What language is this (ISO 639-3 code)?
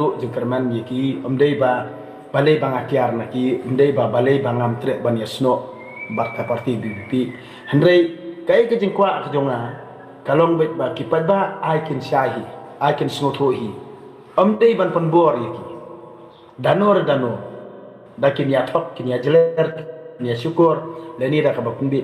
kha